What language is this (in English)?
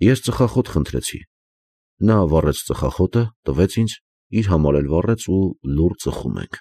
Armenian